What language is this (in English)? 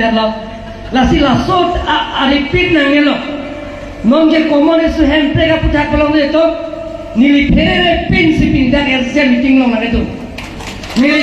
Karbi